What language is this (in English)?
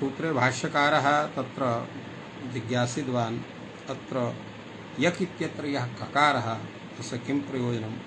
Sanskrit